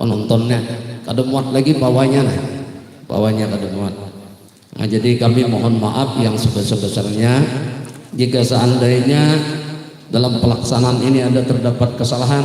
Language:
Banjar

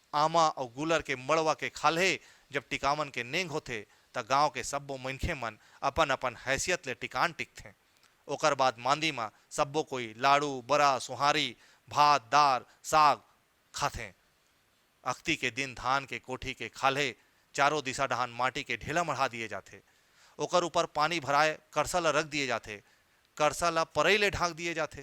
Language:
Chhattisgarhi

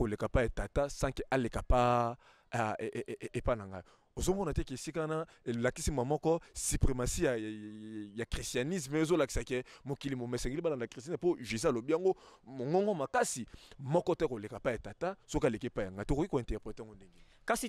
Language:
Lingala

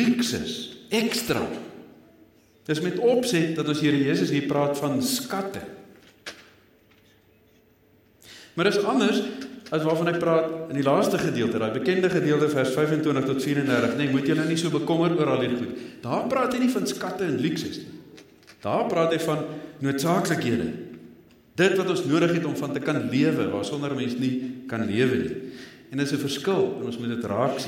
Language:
Afrikaans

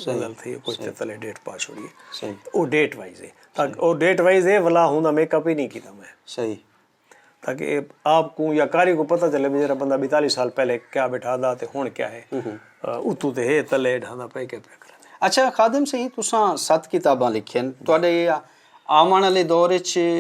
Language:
Saraiki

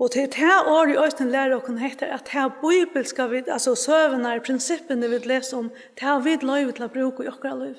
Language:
Faroese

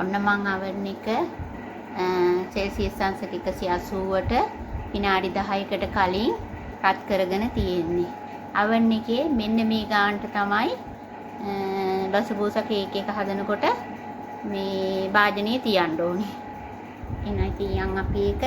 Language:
Sinhala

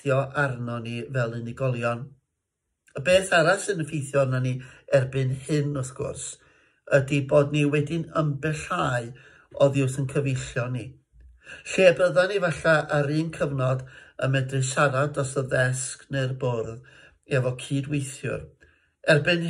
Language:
Welsh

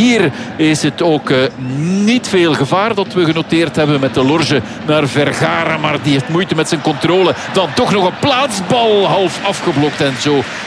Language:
Dutch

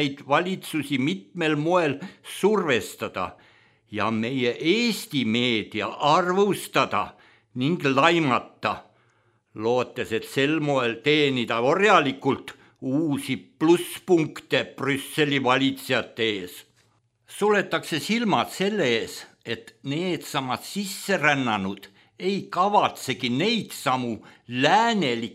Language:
Estonian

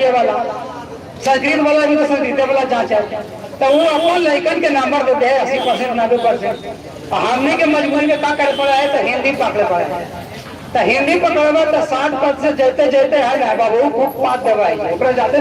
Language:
Magahi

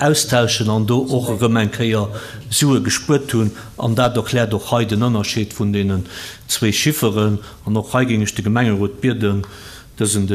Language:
Luxembourgish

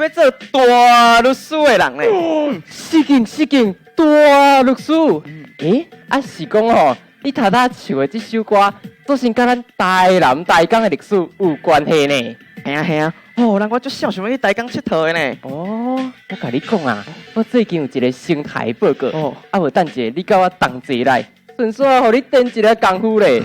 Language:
Min Nan Chinese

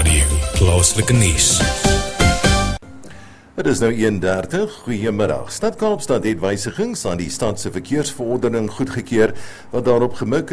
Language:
Afrikaans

